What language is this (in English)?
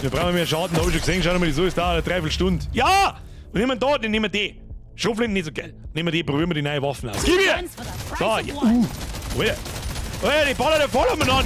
Bavarian